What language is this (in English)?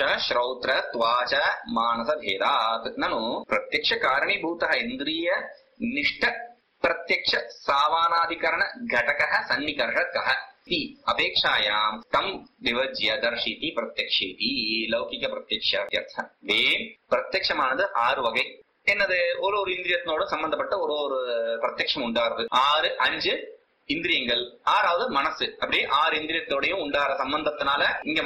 Tamil